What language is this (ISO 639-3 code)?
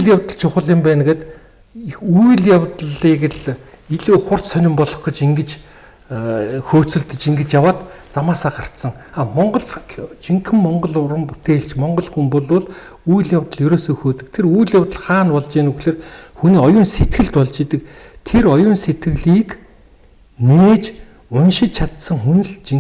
mon